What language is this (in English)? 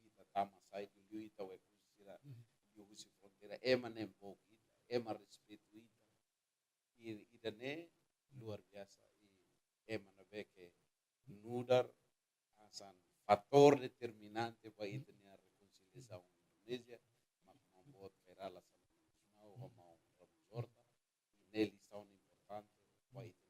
Tetum